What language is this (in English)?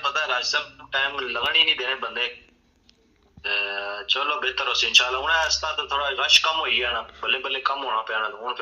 Pahari-Potwari